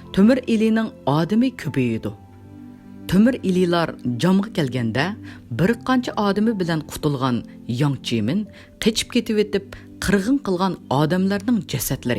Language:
Uyghur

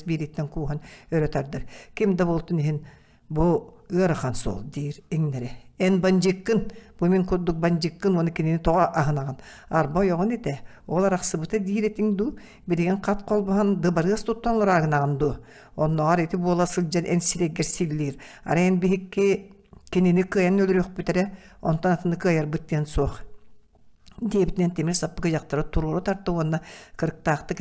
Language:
Yakut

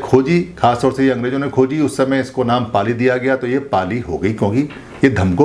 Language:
Hindi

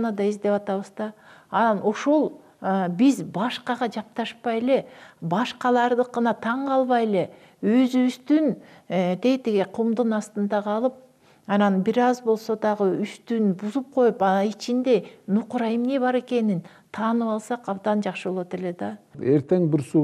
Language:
Kyrgyz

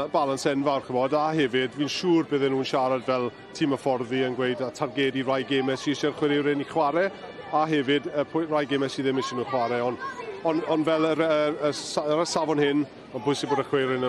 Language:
Welsh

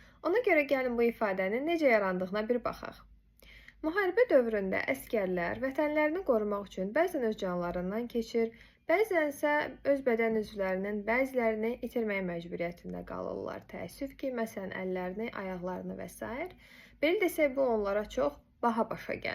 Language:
Azerbaijani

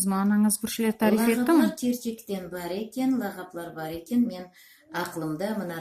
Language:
Crimean Tatar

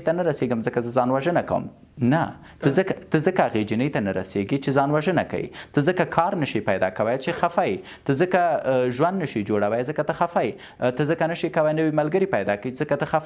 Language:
Pashto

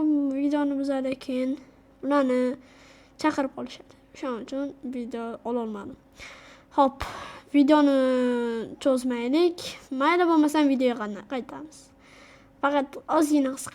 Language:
Uzbek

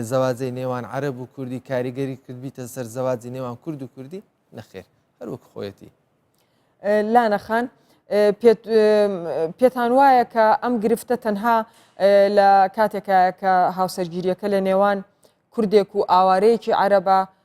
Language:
Central Kurdish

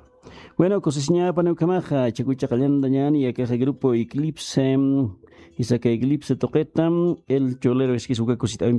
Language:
Aymara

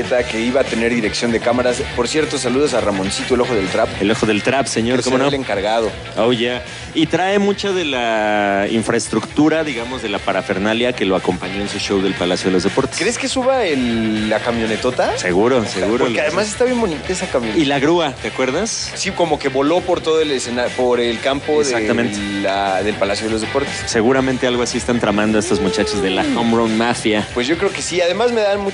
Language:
Spanish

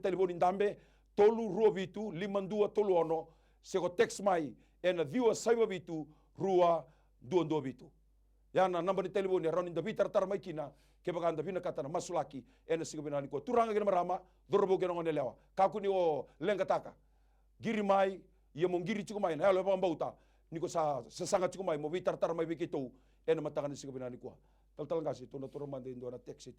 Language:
Fijian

